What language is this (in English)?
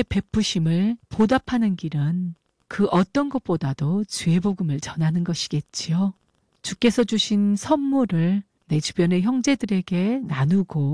Korean